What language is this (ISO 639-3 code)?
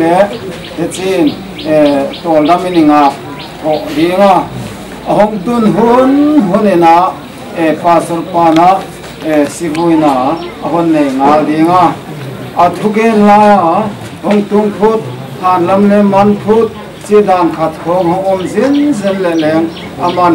pck